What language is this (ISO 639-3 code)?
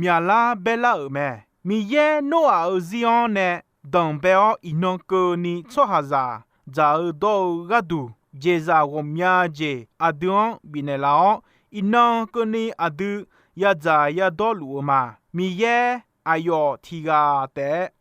ahk